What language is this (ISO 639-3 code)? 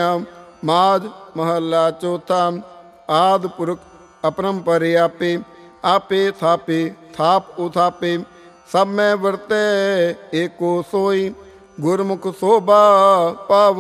pan